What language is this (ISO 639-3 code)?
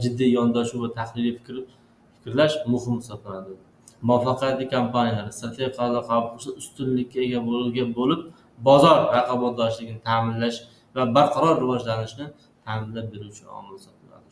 uzb